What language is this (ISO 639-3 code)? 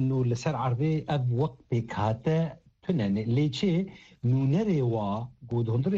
kur